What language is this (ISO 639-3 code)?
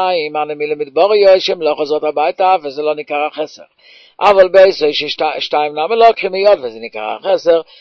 heb